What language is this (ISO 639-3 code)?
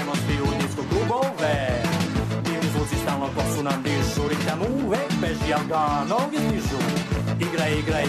srp